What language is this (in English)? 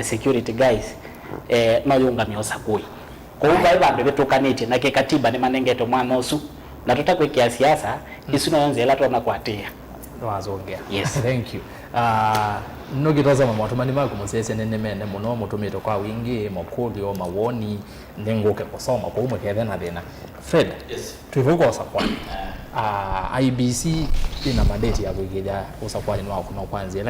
Kamba